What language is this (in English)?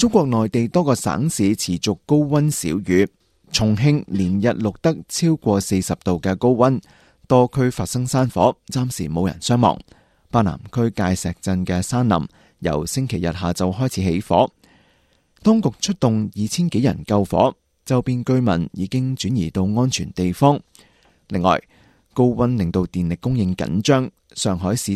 Cantonese